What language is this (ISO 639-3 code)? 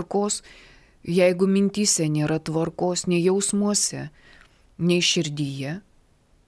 lit